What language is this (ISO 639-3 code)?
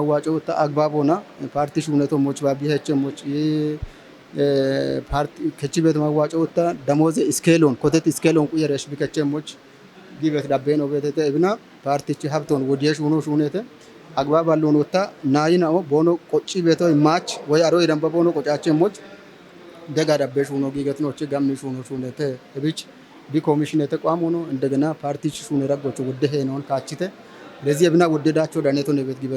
kbr